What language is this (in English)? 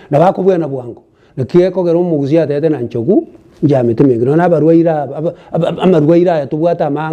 Gusii